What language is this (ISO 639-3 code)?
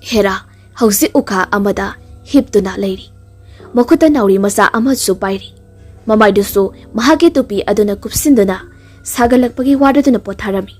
mni